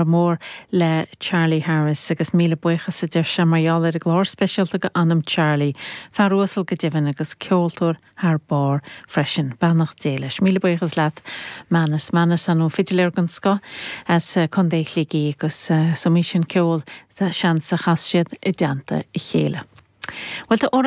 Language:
Irish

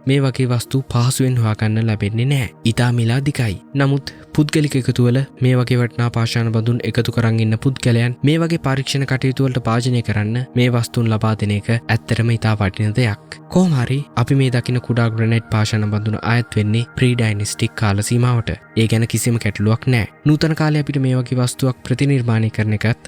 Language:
Sinhala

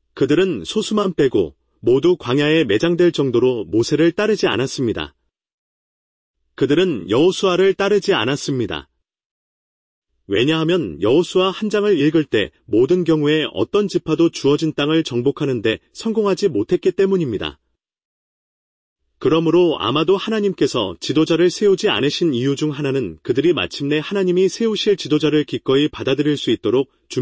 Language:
Korean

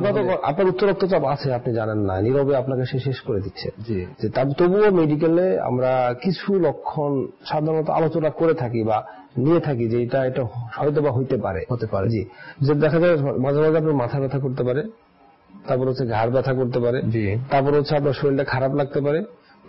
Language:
Bangla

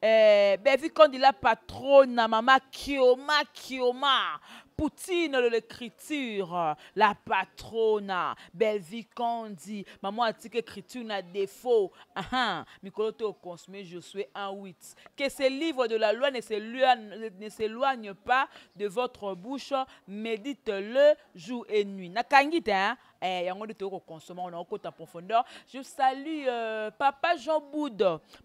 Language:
Lingala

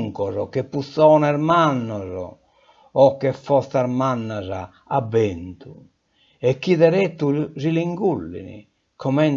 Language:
Sardinian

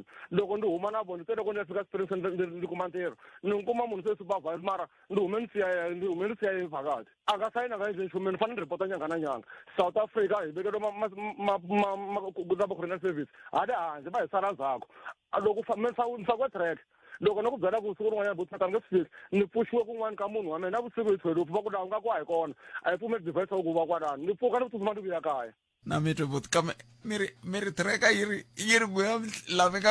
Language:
Tsonga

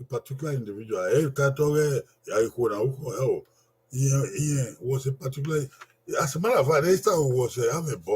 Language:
Bini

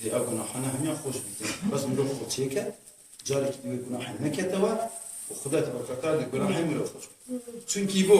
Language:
Kurdish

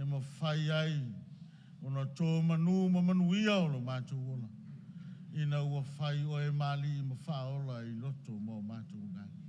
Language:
Samoan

